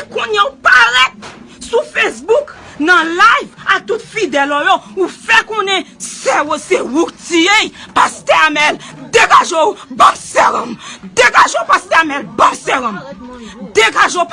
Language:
Haitian Creole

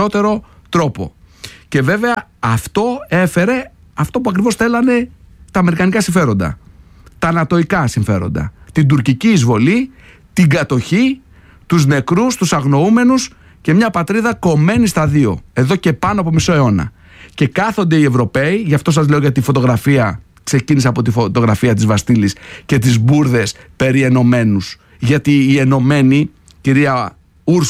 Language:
Greek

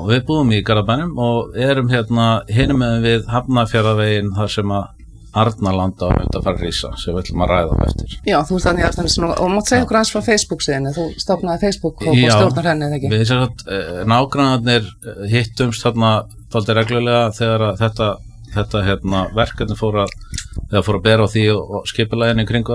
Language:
Icelandic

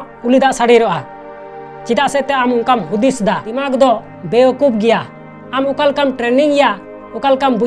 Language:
Santali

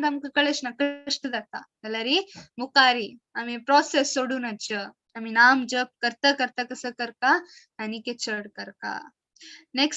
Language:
Konkani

